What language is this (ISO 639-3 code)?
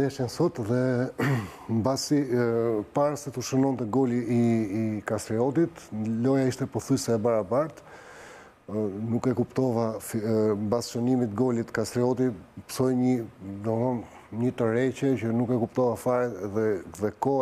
sqi